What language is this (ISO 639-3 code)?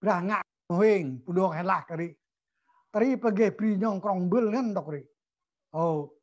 cmo